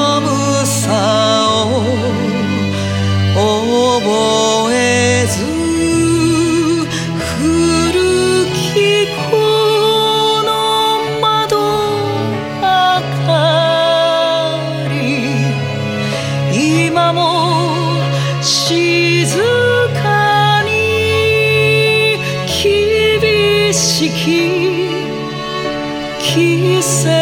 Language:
Japanese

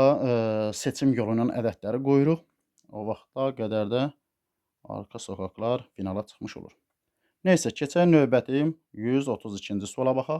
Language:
Azerbaijani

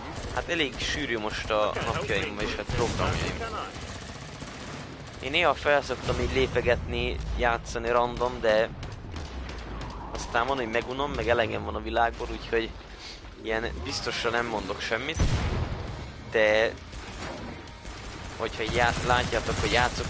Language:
Hungarian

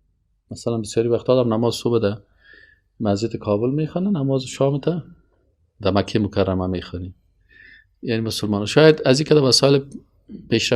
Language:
Persian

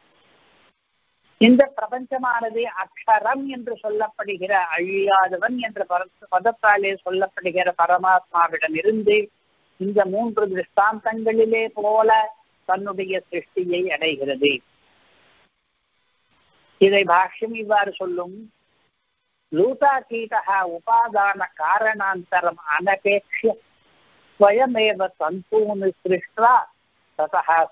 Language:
Tamil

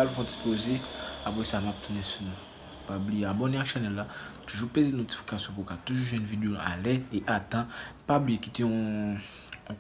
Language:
Haitian Creole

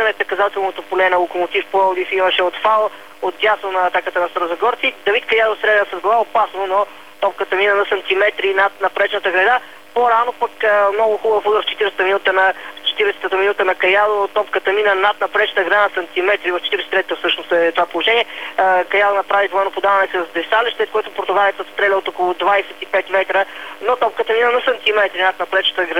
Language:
Bulgarian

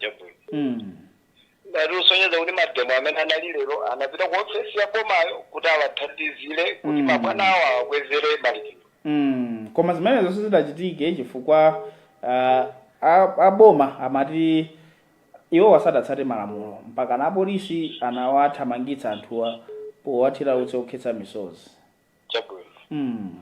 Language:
Nyanja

